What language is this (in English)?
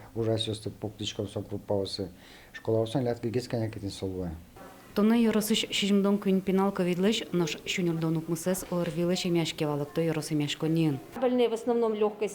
Udmurt